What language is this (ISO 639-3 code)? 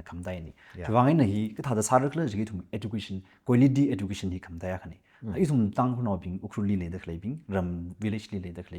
nmf